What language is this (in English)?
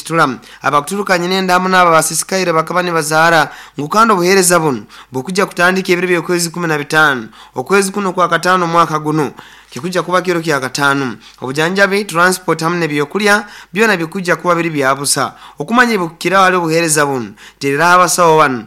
Nyoro